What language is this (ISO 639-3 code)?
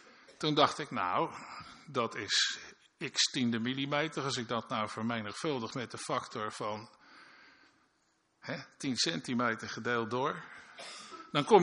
nld